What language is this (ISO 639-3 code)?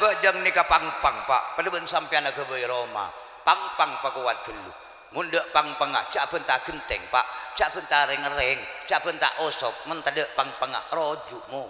mad